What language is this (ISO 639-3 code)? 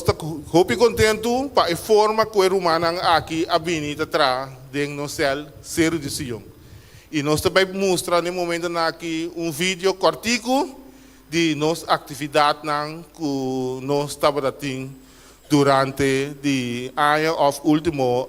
pap